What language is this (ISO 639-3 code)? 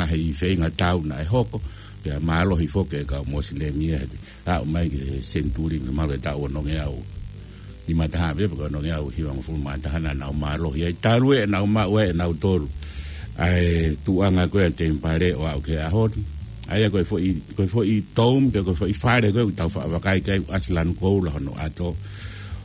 ton